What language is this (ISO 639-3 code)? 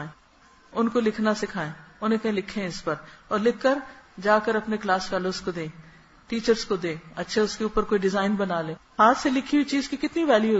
urd